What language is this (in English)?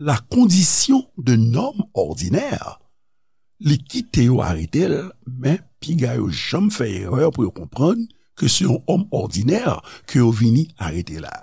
Haitian Creole